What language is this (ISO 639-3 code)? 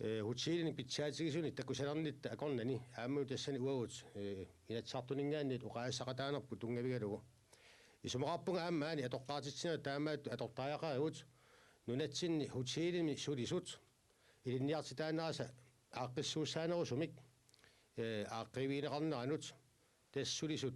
kal